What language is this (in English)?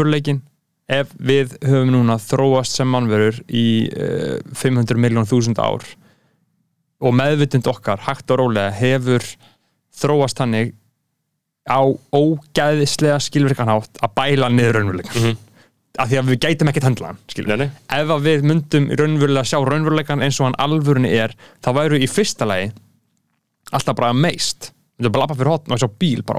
Icelandic